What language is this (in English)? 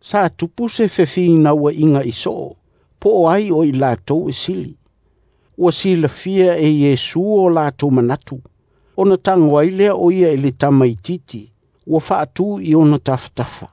Samoan